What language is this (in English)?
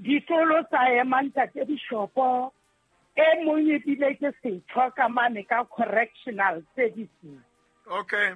Southern Sotho